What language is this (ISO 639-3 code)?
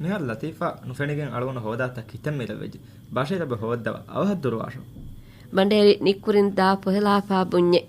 div